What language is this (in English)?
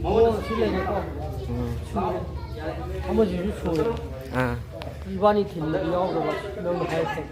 Manipuri